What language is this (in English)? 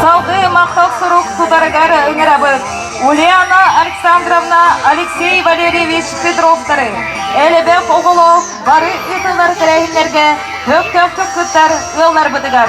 Yakut